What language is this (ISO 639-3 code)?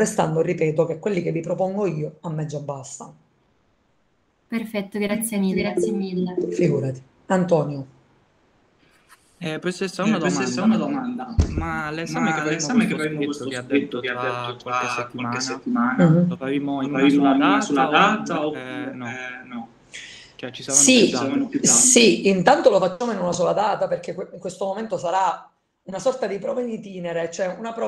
ita